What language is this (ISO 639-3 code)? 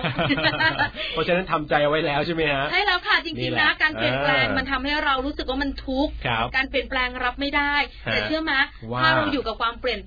tha